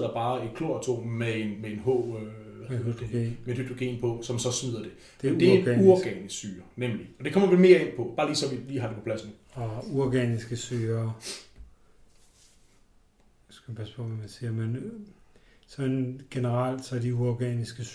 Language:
Danish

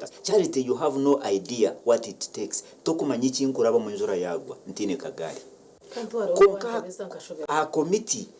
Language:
Nyankole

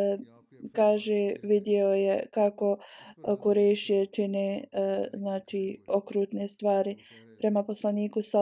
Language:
Bosnian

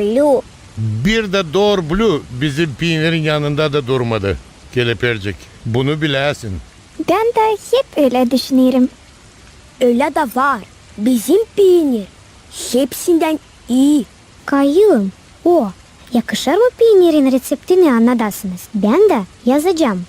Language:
Gagauz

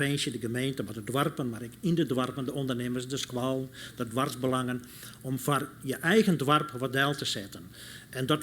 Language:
Western Frisian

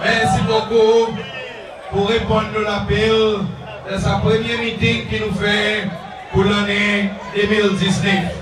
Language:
Seselwa Creole French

